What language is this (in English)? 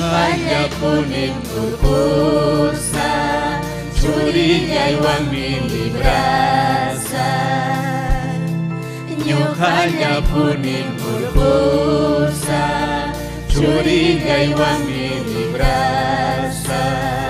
Ayacucho Quechua